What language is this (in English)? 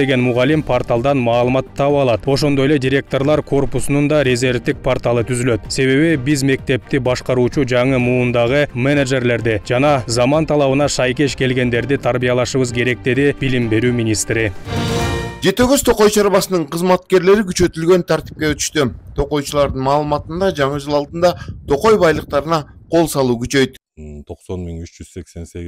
Kyrgyz